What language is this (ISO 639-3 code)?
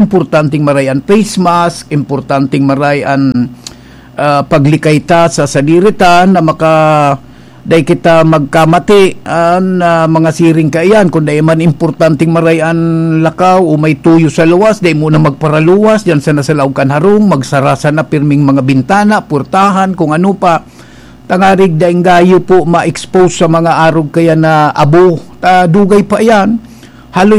bik